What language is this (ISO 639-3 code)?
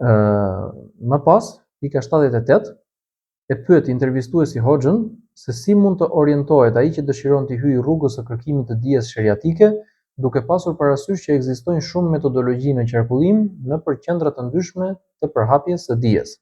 sqi